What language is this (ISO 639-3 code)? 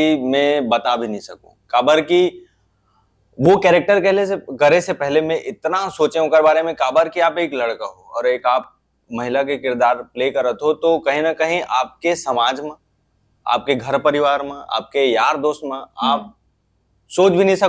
hne